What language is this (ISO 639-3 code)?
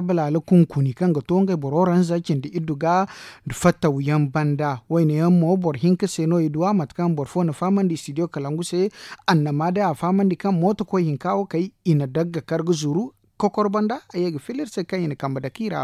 dje